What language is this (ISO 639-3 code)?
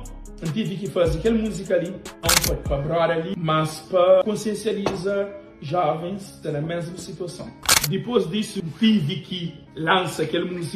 kea